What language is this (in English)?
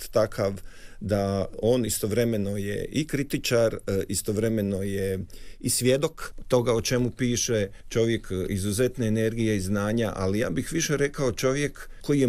Croatian